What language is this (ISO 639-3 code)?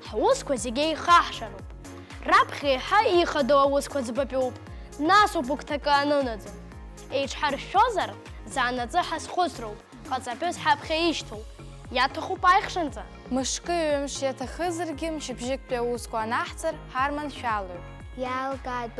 abk